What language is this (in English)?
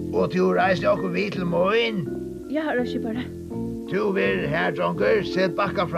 Faroese